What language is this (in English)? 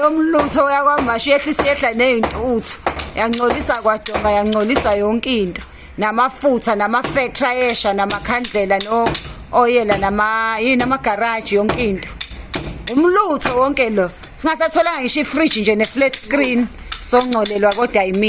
Zulu